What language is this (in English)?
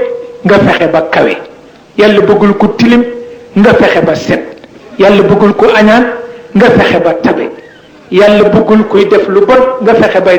Wolof